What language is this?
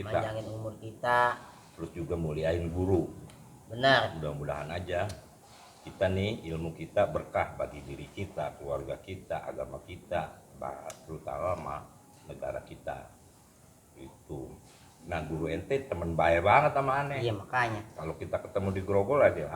Betawi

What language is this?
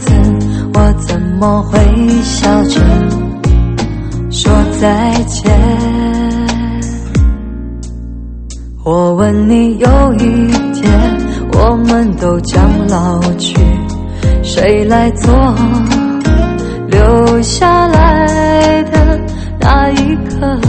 Chinese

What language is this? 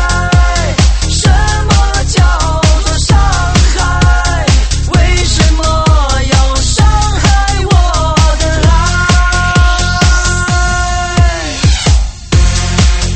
Chinese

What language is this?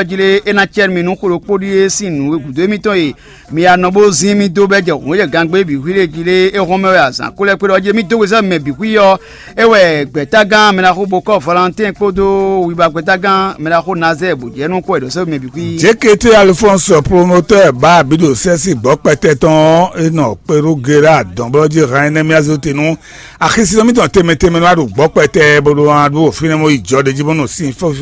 Fon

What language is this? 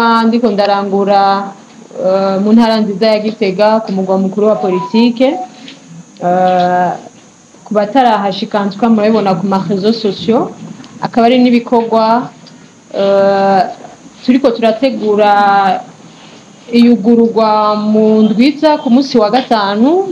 Rundi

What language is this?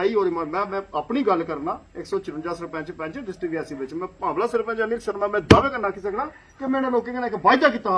Dogri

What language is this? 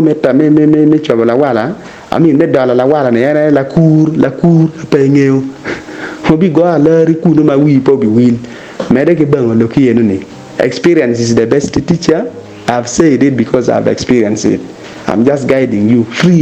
Acoli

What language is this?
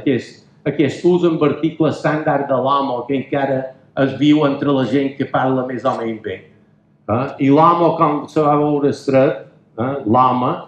Catalan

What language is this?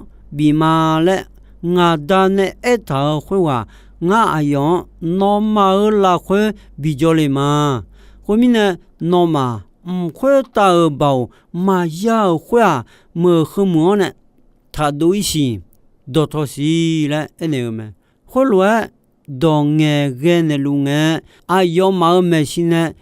Akha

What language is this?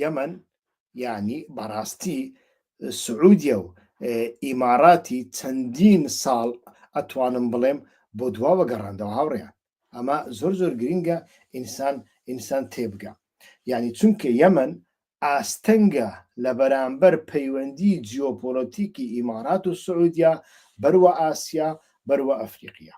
Central Kurdish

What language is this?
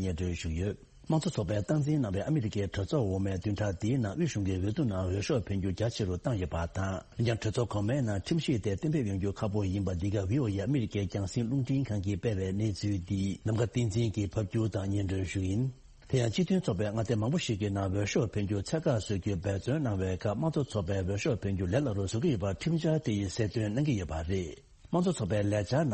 Tibetan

